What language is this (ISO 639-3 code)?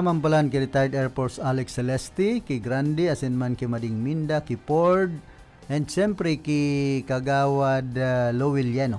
bik